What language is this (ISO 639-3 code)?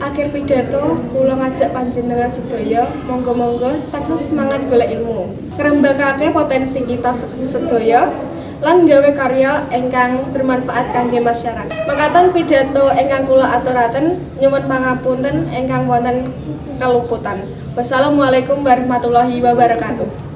jav